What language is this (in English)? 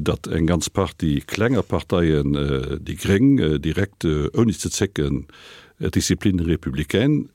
Luxembourgish